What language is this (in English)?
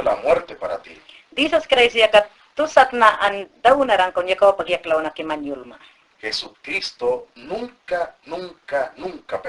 Mayangna